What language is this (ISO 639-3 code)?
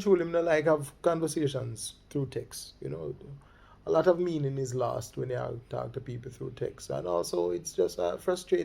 jam